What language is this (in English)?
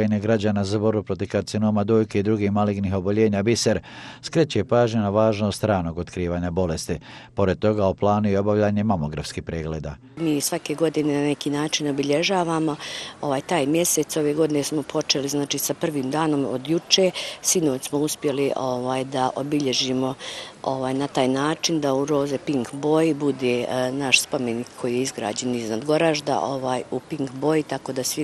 Bosnian